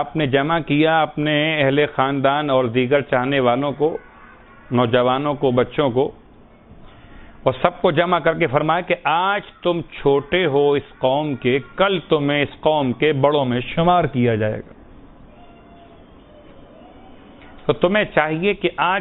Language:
Urdu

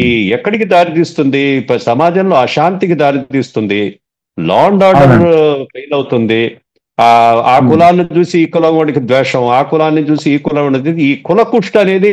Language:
Telugu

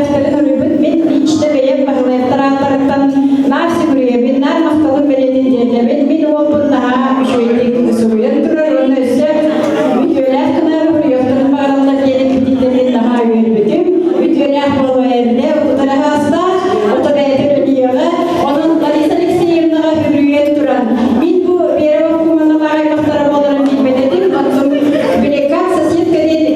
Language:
Yakut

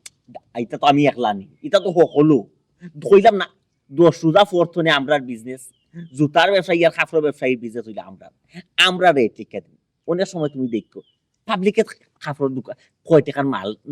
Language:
Sylheti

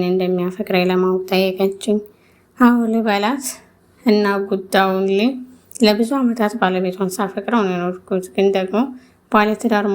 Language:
Amharic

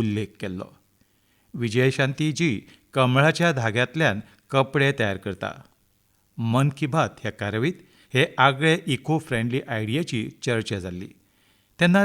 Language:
Konkani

